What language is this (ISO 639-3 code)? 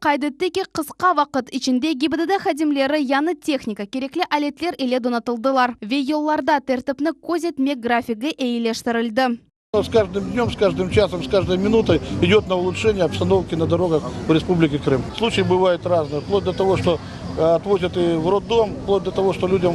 crh